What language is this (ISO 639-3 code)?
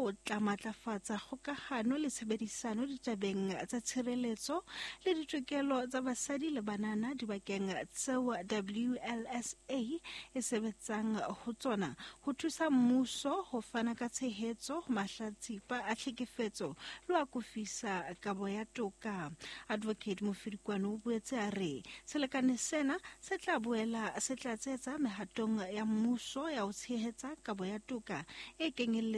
sot